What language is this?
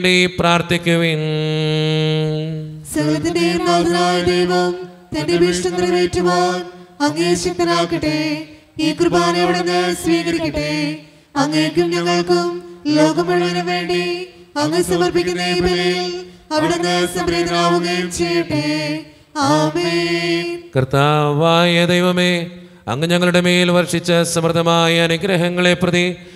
Malayalam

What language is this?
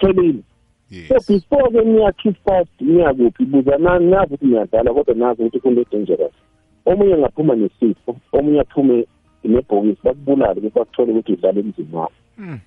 South Ndebele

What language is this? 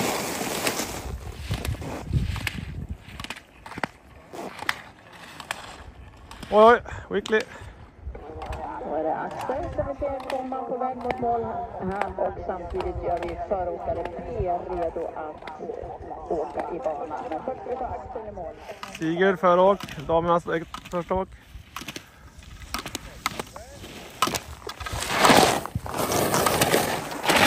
Swedish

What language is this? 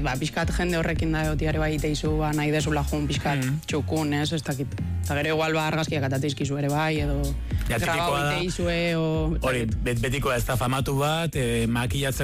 Basque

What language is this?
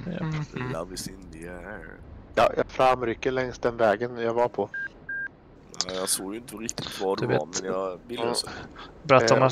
Swedish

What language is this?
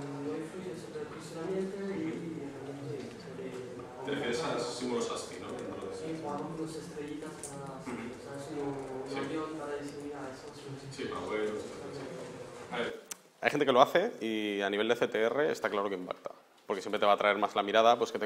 Spanish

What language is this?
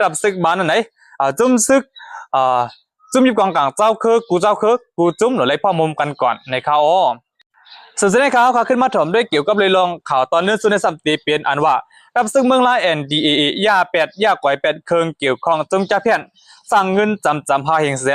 Shan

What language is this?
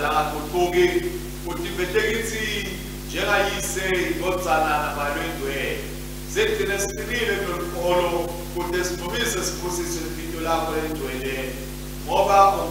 Swati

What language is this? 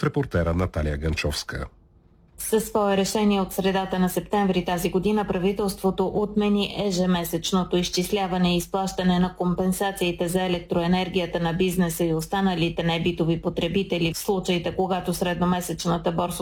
Bulgarian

